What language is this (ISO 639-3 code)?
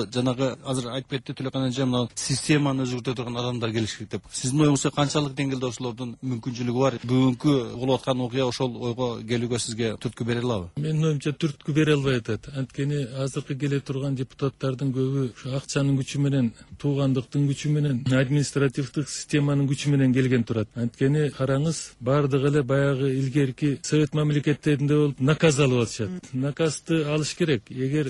kir